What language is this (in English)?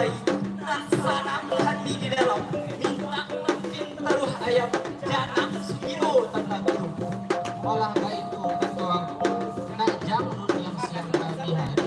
Minangkabau